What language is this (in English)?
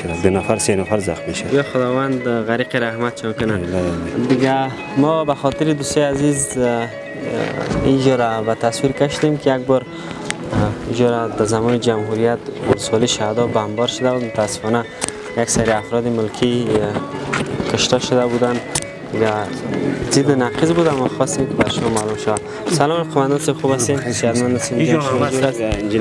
Persian